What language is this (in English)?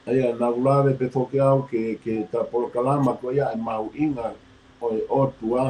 Tongan